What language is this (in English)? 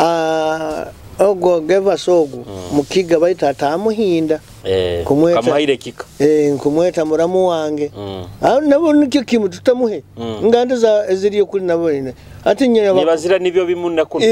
Nyoro